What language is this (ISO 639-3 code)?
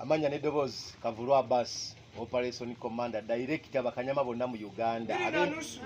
lug